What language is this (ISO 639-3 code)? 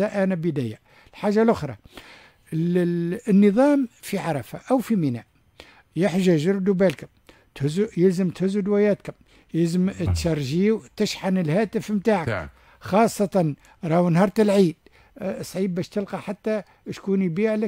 aeb